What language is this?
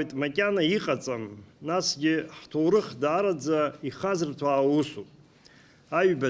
Abkhazian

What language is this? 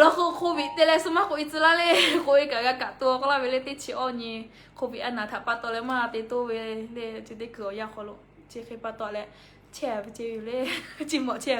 Lahu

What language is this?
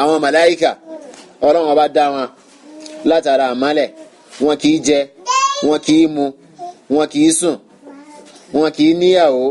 Yoruba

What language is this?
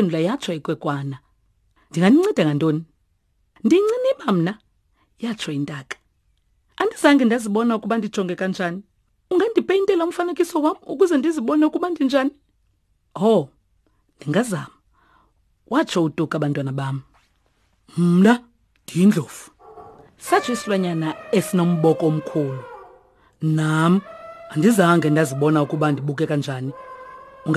Xhosa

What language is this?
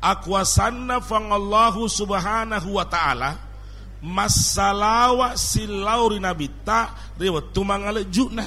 Buginese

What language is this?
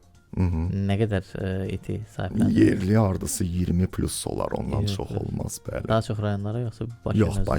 Azerbaijani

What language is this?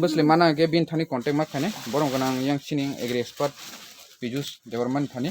Kok Borok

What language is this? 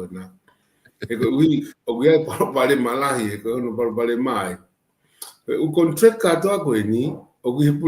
Tongan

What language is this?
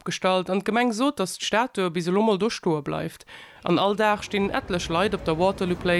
Luxembourgish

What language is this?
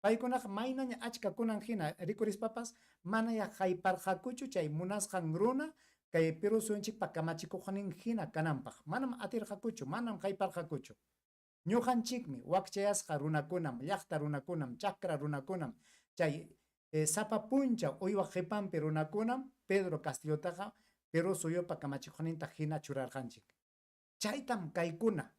Ayacucho Quechua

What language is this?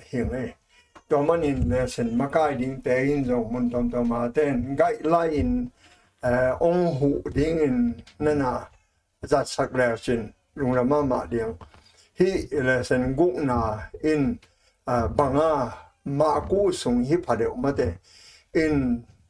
Tedim Chin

